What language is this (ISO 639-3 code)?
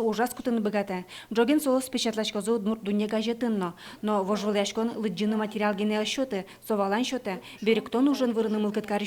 udm